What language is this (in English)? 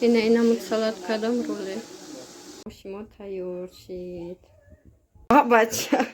Tajik